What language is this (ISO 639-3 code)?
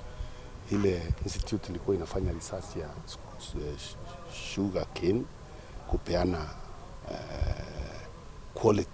luo